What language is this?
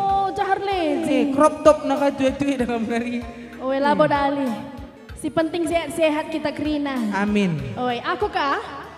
Batak Karo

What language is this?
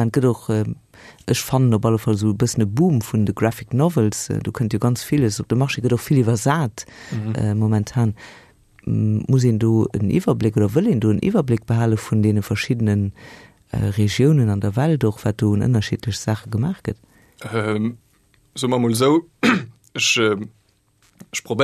Luxembourgish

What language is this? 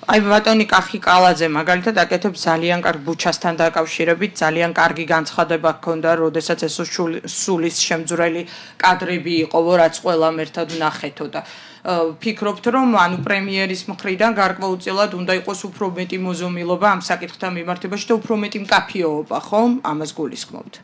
Georgian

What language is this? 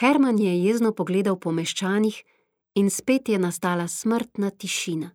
Slovenian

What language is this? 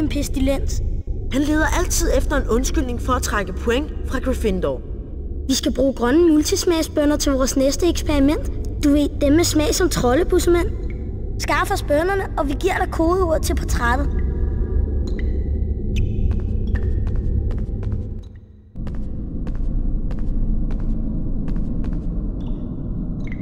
Danish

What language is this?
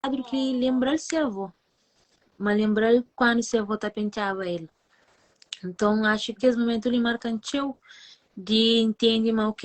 Kabuverdianu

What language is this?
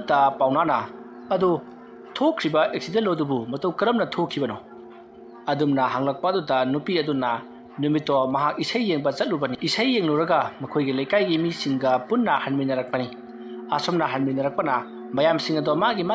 Manipuri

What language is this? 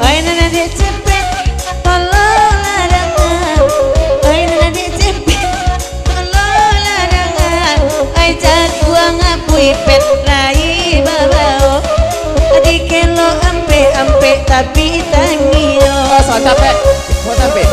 Minangkabau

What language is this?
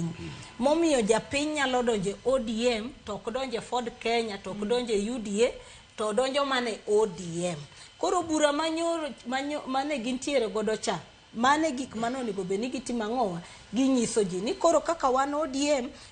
Luo (Kenya and Tanzania)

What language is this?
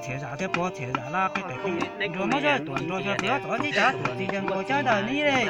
Hmong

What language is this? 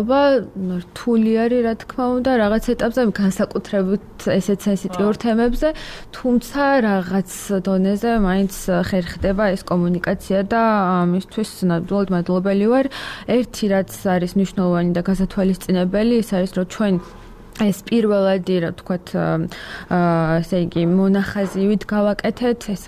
Georgian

